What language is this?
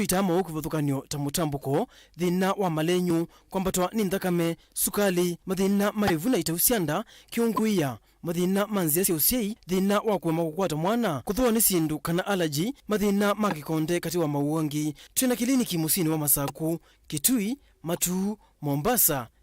Kamba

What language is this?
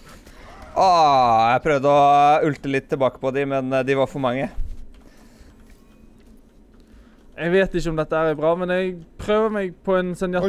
Norwegian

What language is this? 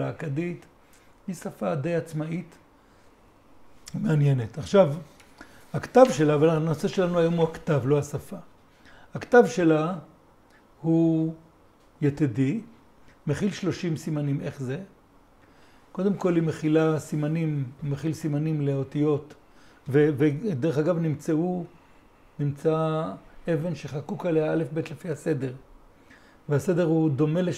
Hebrew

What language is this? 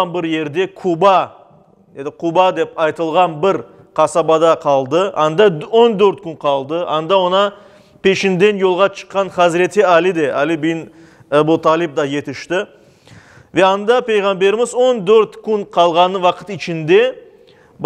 Crimean Tatar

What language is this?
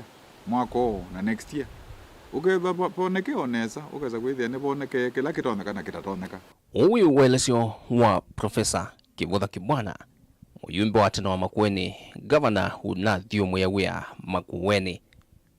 Kamba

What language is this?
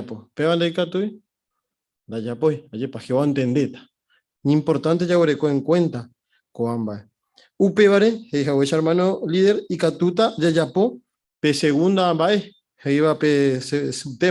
Guarani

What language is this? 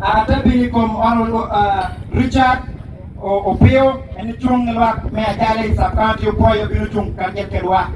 Acoli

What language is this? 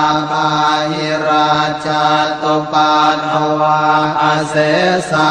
Pali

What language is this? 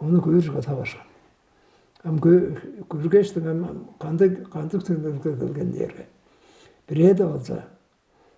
Tuvinian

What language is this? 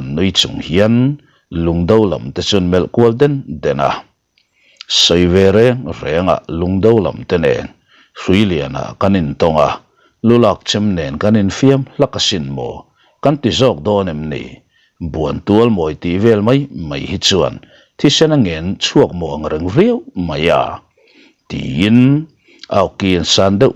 Mizo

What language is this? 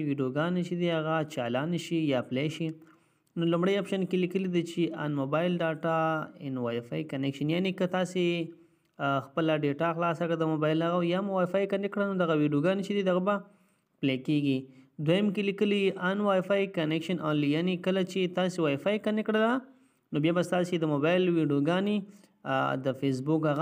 Pashto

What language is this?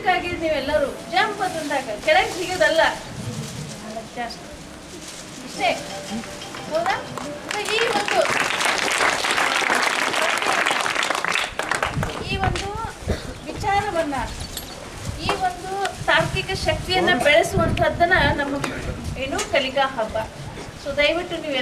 Kannada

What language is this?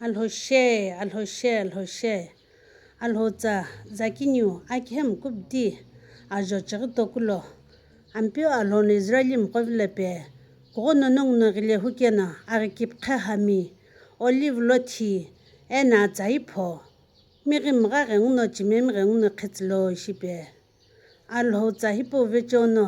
Sumi Naga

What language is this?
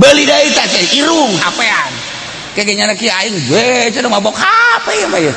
Sundanese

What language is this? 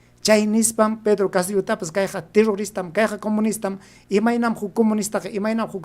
Ayacucho Quechua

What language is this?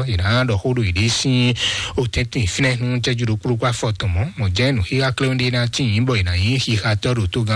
Fon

